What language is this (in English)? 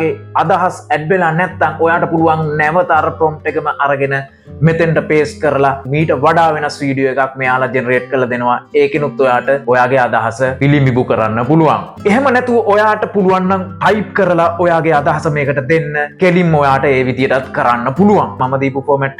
Sinhala